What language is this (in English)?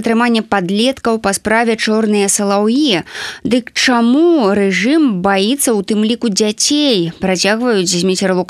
Belarusian